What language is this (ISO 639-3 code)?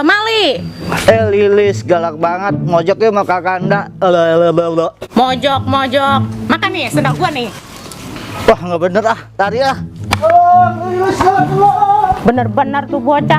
bew